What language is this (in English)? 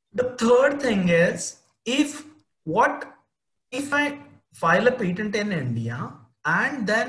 English